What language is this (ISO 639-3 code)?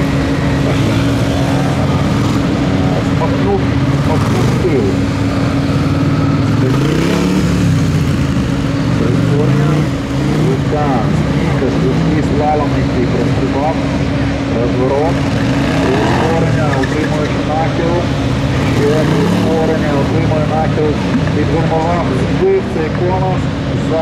ukr